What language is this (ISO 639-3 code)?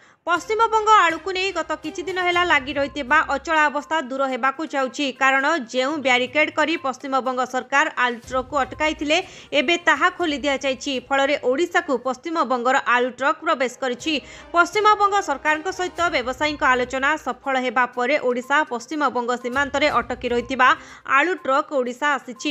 ori